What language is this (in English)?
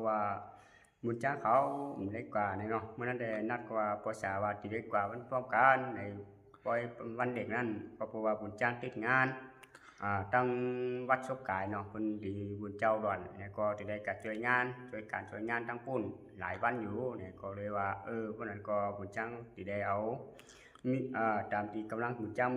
Shan